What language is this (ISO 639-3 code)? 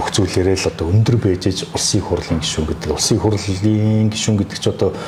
mon